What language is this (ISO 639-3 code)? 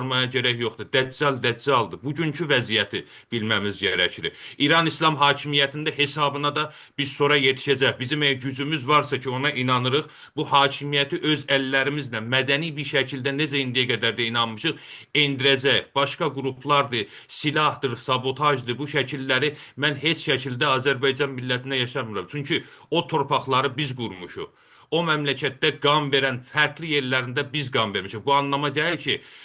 azb